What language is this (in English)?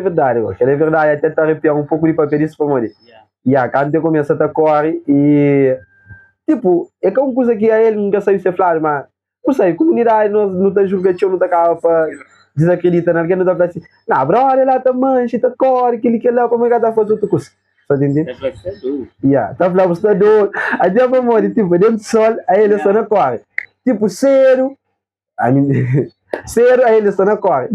Kabuverdianu